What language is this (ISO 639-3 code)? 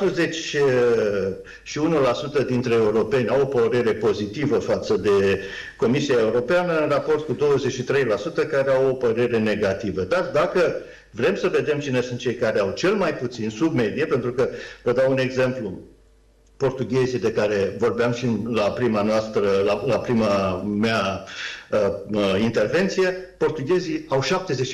ron